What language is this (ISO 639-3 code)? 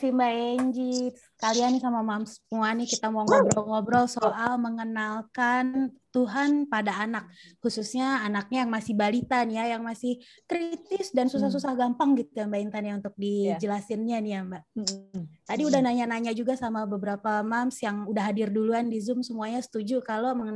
ind